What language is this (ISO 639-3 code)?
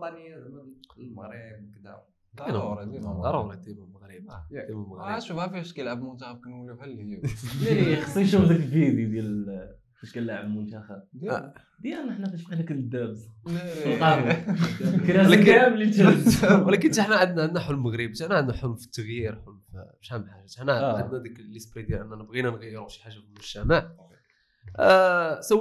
ary